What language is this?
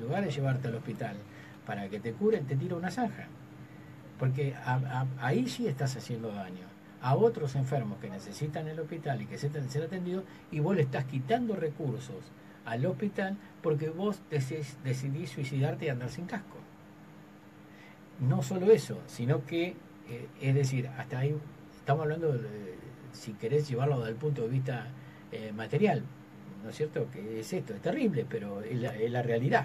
Spanish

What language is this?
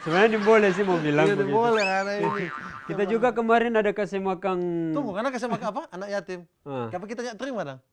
Manado Malay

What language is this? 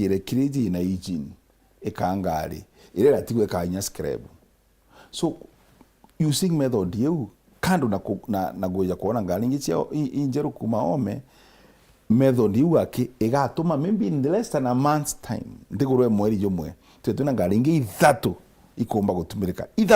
Meru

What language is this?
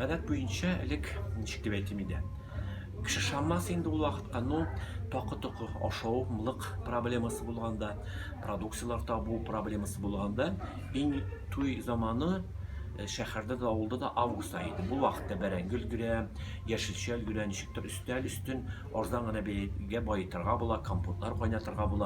Tatar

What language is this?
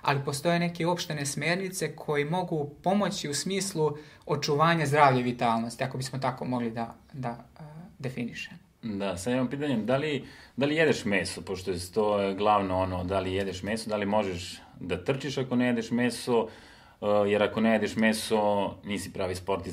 Serbian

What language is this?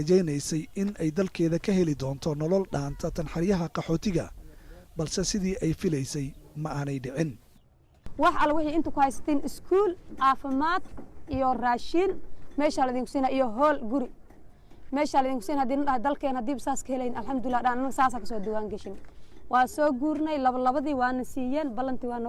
Somali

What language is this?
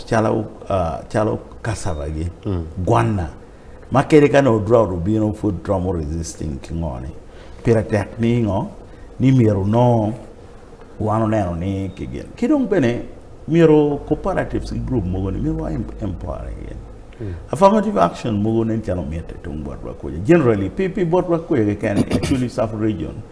Acoli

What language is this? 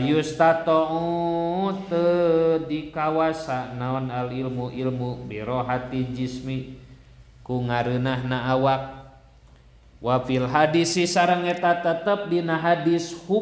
Sundanese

